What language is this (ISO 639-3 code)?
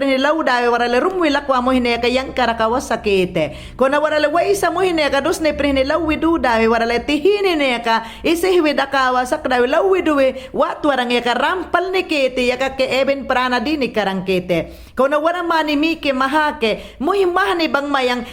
yan